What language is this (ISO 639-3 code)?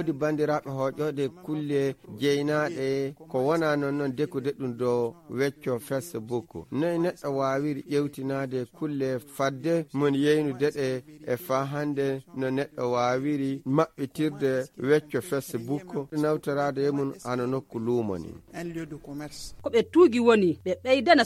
ful